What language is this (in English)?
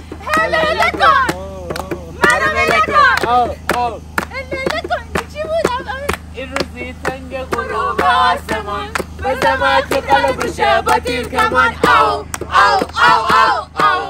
Persian